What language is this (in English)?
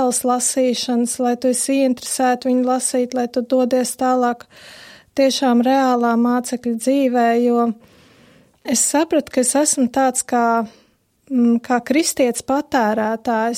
Latvian